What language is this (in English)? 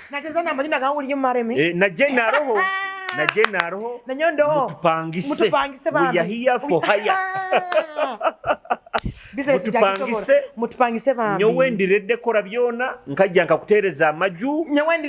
Nyoro